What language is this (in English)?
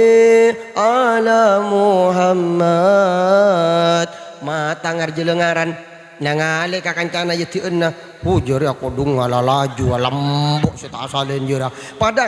Madurese